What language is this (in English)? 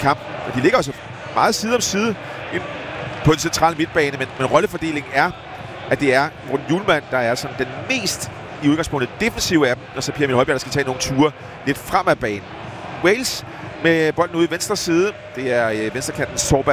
Danish